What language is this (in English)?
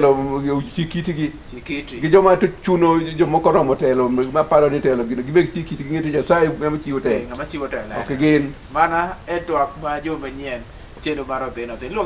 Luo (Kenya and Tanzania)